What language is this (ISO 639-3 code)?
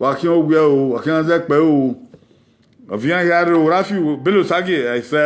bin